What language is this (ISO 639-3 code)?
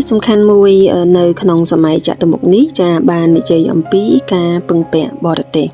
khm